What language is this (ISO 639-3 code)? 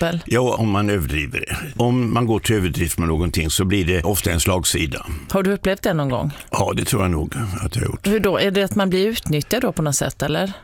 swe